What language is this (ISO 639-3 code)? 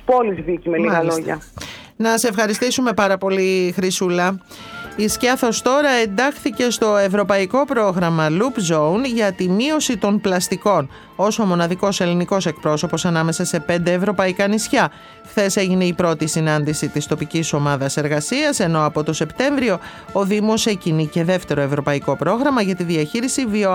ell